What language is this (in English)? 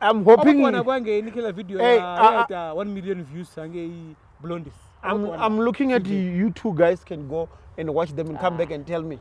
Venda